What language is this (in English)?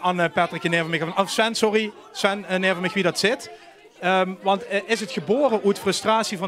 Limburgish